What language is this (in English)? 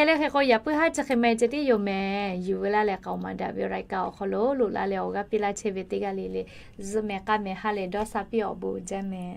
Lahu